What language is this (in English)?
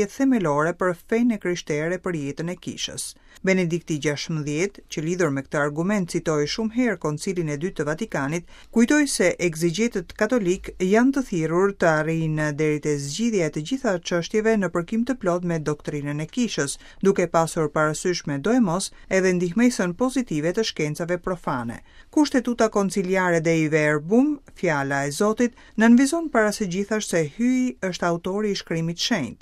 Albanian